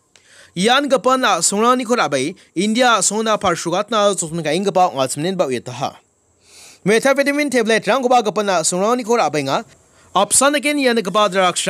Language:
Garo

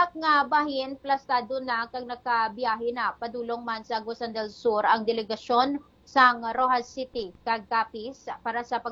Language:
Hiligaynon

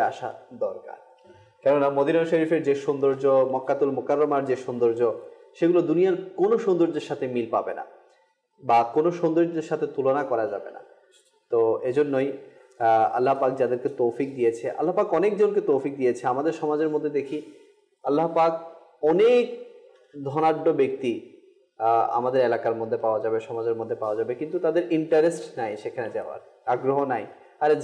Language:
Bangla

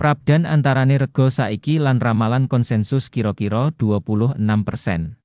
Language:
Javanese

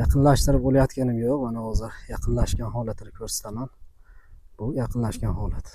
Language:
Uzbek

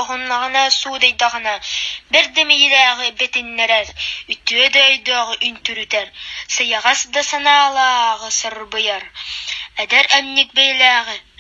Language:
Yakut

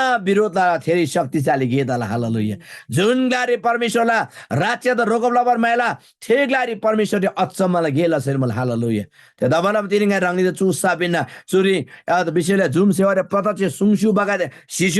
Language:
Eastern Tamang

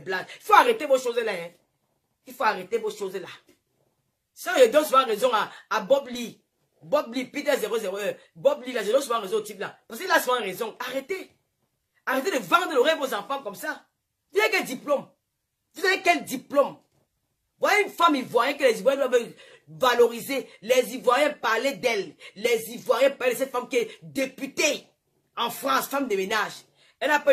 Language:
French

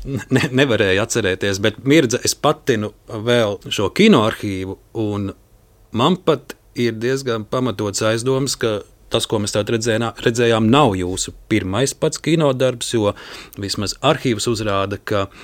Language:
Latvian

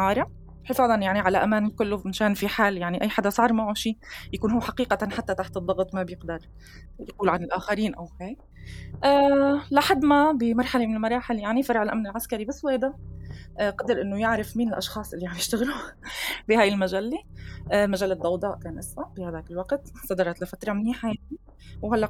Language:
North Levantine Arabic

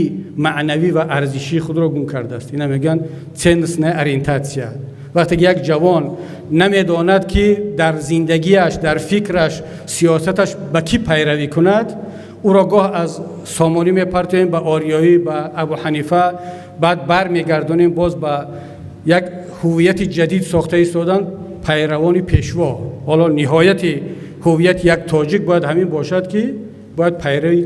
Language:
Tajik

